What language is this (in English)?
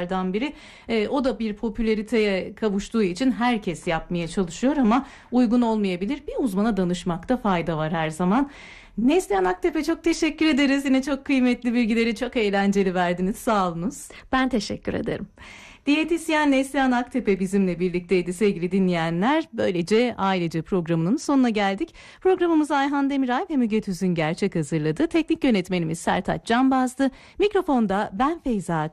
Turkish